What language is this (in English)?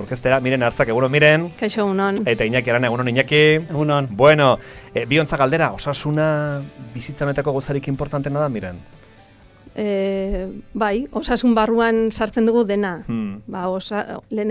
Basque